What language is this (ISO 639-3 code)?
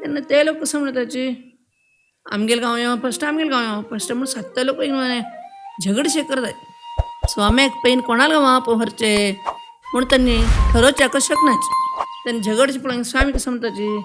kok